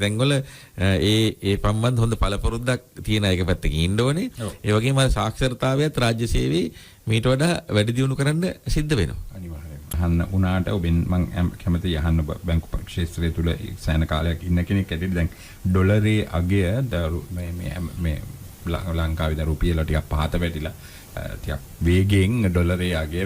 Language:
Sinhala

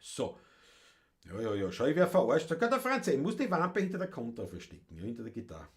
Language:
Bavarian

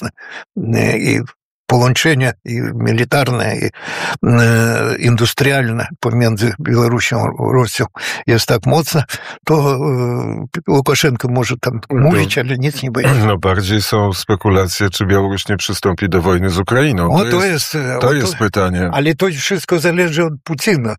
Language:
Polish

